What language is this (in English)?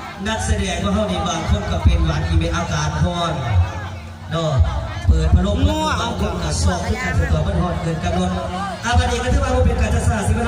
Lao